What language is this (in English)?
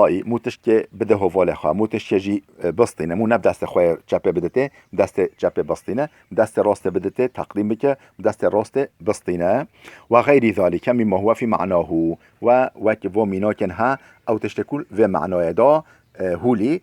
Kurdish